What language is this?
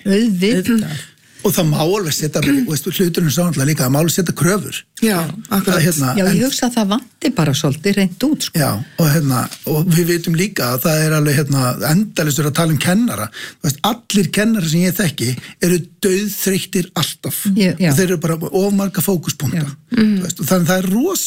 Icelandic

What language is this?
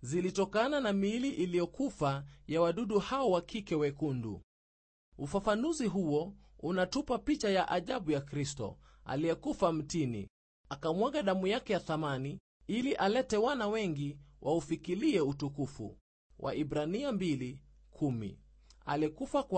Swahili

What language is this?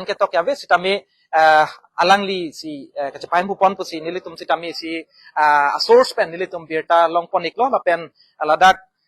Karbi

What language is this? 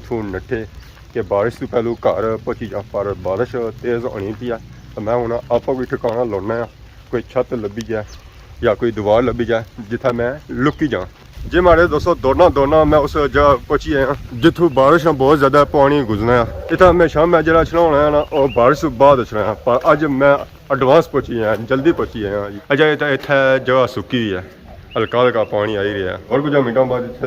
Pahari-Potwari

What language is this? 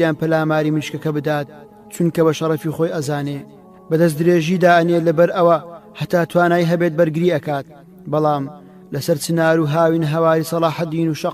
Central Kurdish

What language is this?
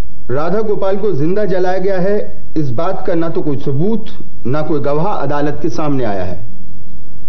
Hindi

